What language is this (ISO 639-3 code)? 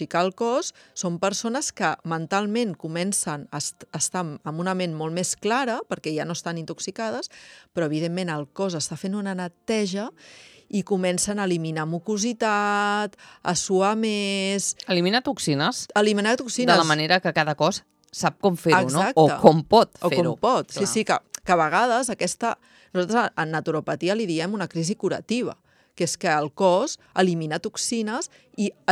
cat